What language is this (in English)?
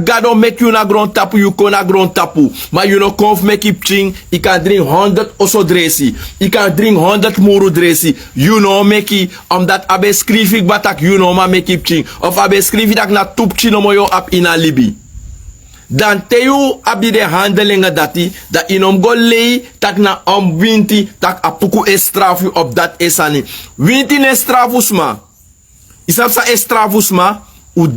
Sranan Tongo